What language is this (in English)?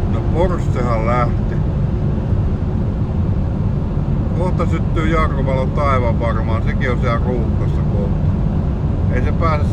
Finnish